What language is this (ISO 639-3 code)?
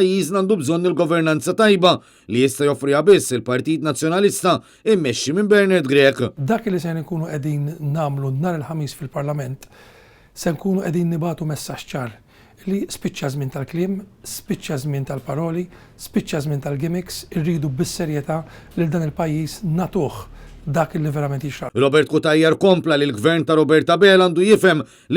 mlt